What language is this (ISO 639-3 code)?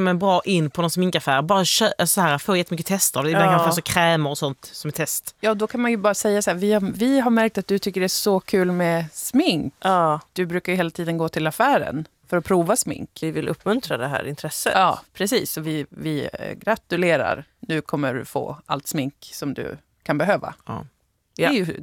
swe